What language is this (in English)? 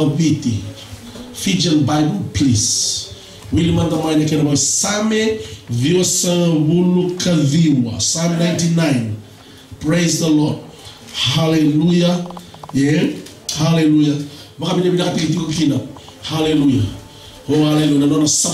Fijian